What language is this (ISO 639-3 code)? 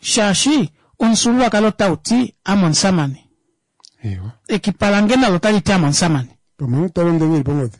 kua